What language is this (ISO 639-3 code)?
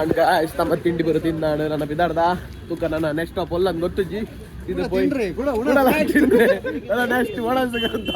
tcy